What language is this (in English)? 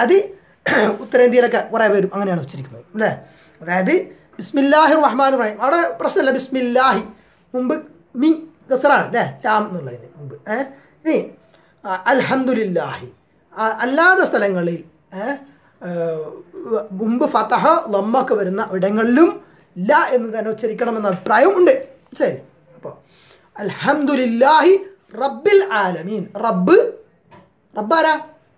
Malayalam